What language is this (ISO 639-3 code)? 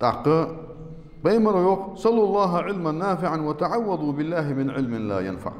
inh